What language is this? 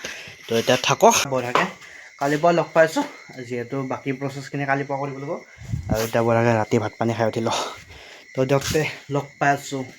Assamese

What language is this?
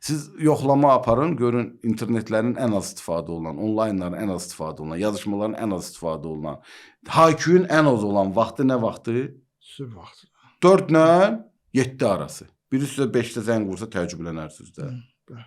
Azerbaijani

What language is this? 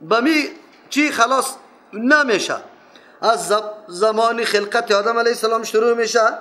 Persian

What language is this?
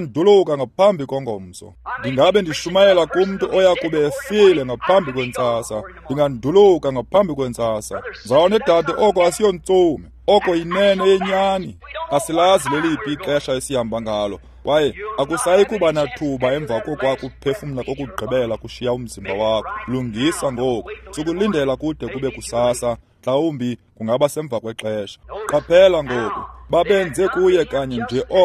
Xhosa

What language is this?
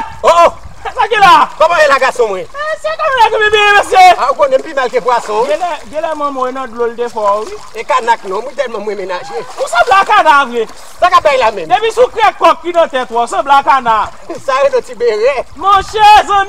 Haitian Creole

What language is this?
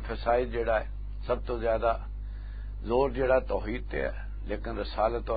Western Panjabi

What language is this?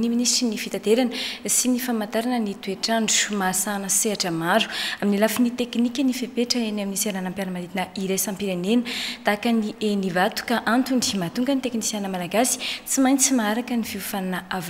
Malagasy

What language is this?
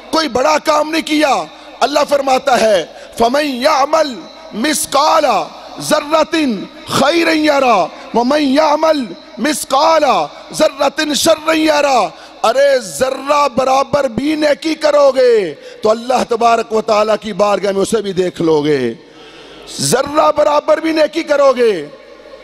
Urdu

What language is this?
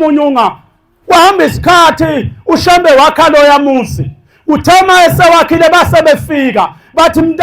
Zulu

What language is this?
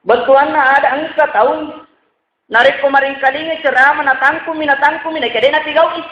Buginese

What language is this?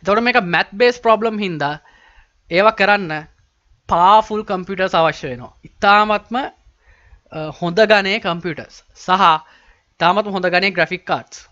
Sinhala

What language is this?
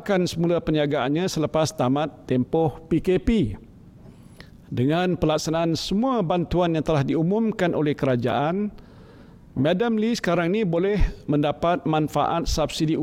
Malay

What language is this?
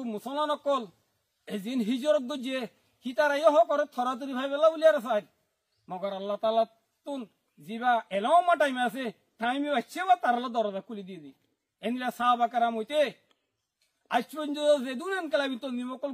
Rohingya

